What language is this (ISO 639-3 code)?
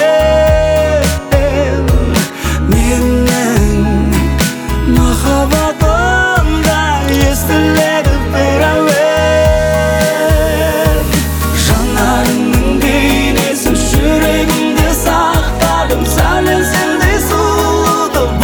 kaz